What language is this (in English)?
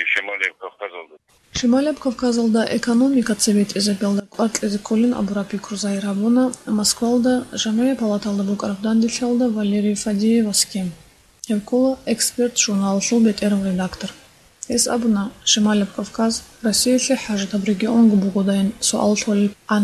Avaric